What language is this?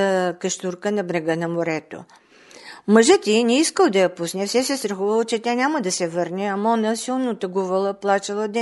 Bulgarian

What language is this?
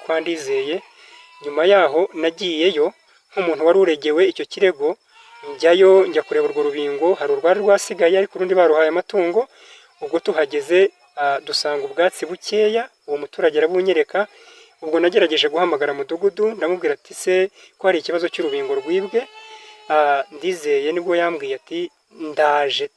Kinyarwanda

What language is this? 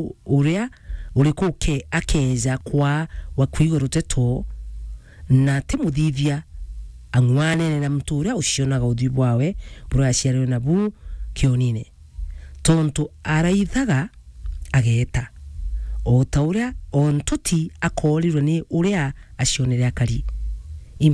Meru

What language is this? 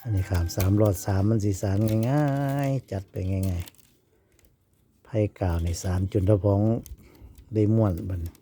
Northeastern Thai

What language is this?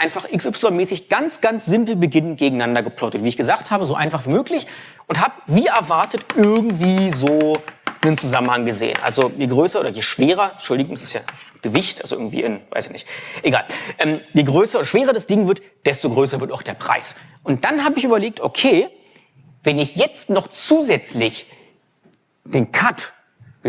German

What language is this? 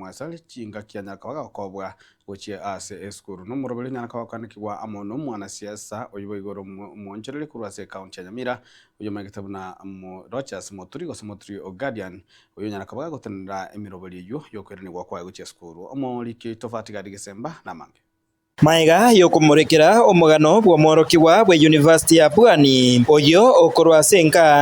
Gusii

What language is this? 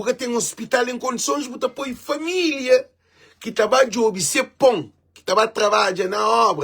Kabuverdianu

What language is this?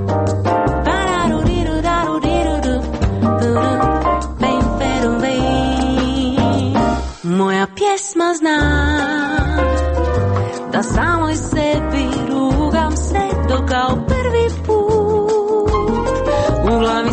Croatian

